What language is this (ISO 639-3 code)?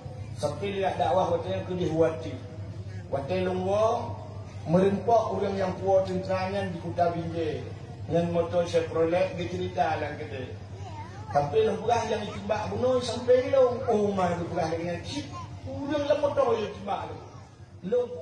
ace